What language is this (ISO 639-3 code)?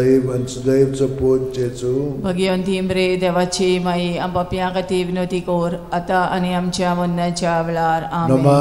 kok